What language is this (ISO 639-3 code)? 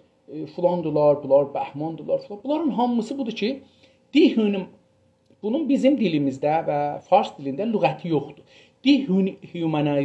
azb